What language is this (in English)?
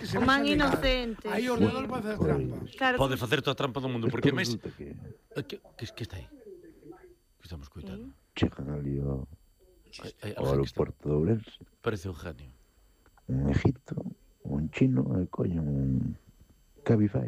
Galician